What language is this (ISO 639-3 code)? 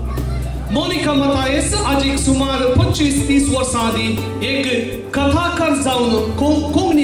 kok